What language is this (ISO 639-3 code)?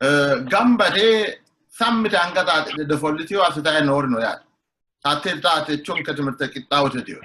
sid